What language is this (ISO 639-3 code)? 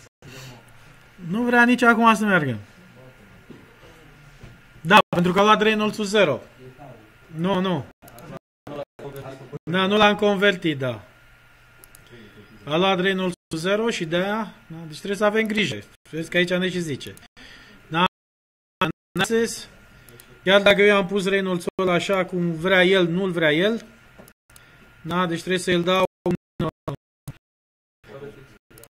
ron